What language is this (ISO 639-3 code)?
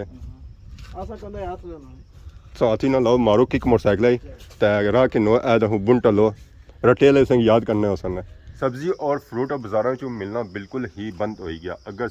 phr